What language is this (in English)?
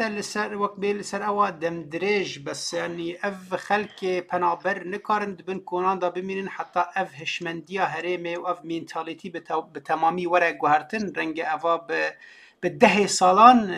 Kurdish